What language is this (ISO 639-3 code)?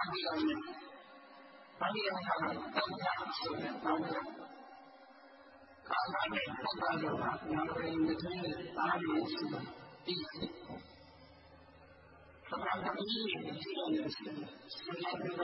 mya